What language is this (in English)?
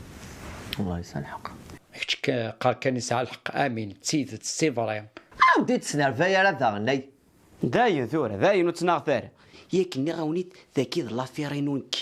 Kabyle